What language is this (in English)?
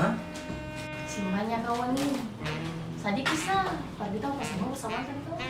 Ambonese Malay